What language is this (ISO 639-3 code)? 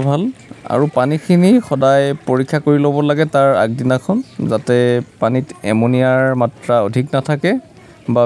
asm